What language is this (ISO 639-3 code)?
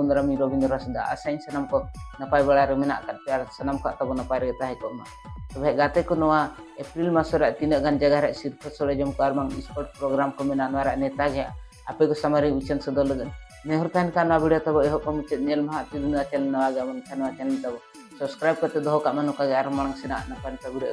sat